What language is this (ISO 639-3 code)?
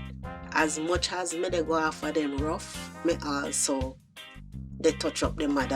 jam